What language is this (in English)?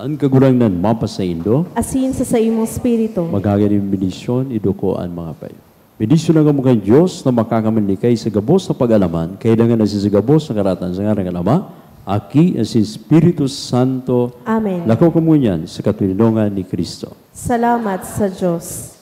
Bikol